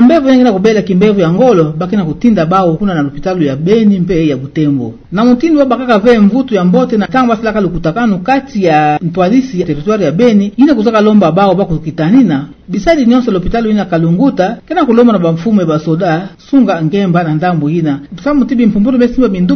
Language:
Kituba (Democratic Republic of Congo)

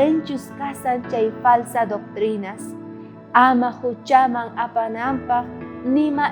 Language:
South Bolivian Quechua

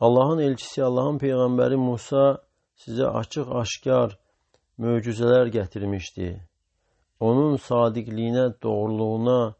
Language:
Azerbaijani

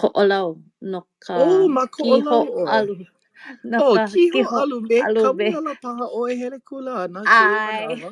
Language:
Hawaiian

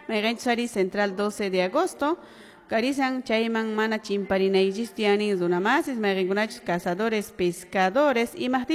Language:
Quechua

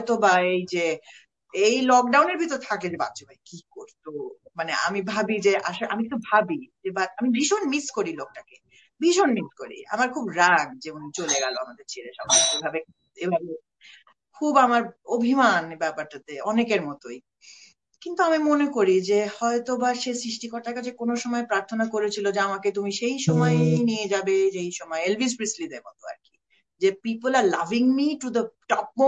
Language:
Bangla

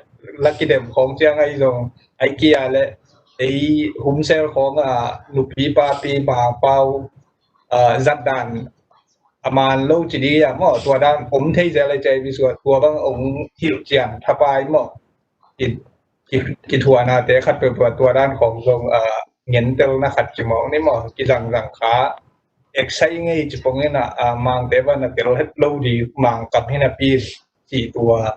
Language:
Tedim Chin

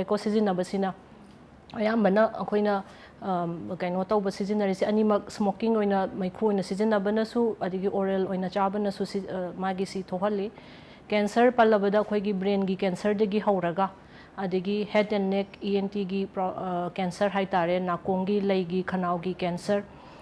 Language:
Manipuri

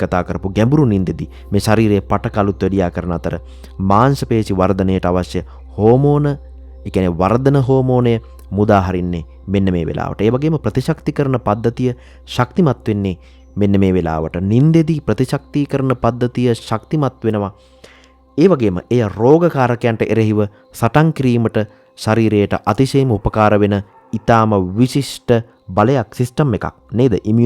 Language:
Sinhala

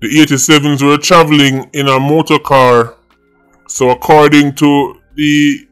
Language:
Jamaican Creole English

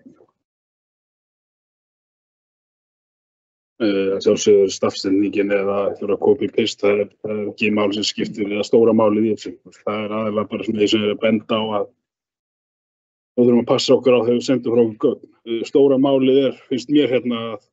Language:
Icelandic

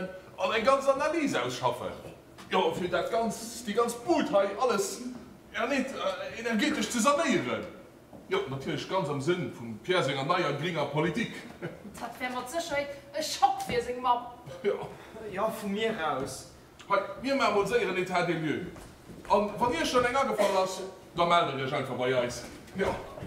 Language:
Luxembourgish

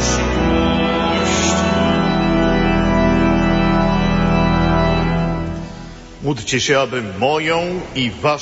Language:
Polish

